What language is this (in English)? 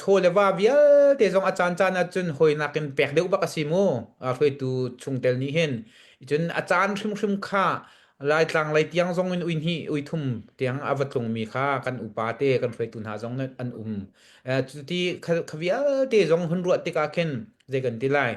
Hakha Chin